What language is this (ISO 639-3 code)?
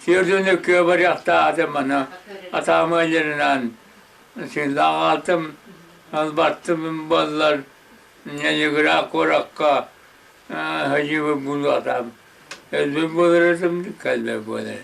sah